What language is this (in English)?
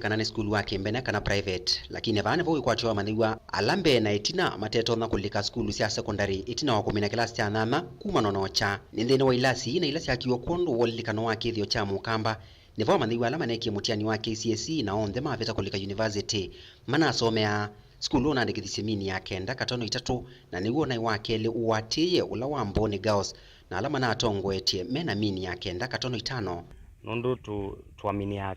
Kamba